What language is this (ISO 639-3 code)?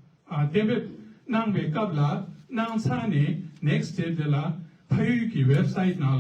bod